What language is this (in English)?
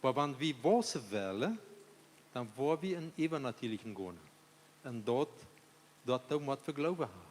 Plautdietsch